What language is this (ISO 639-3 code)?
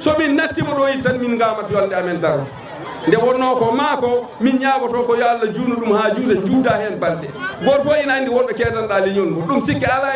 ful